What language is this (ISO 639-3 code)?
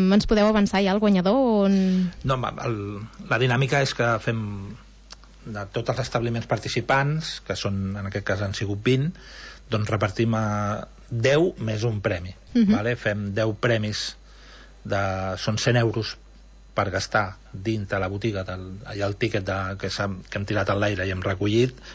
cat